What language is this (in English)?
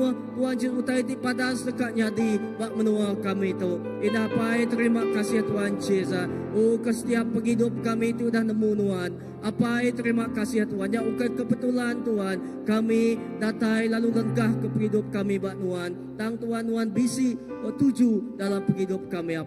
Iban